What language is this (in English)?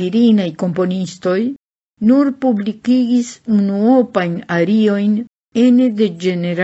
Esperanto